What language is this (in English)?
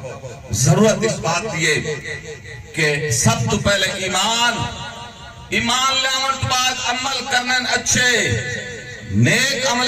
Saraiki